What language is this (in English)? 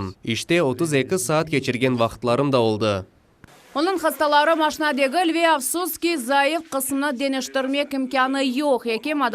Crimean Tatar